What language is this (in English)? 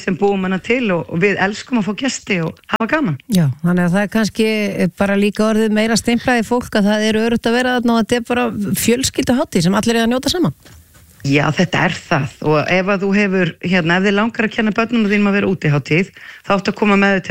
Icelandic